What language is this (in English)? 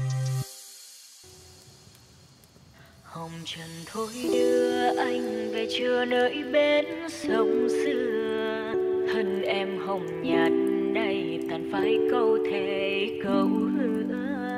Vietnamese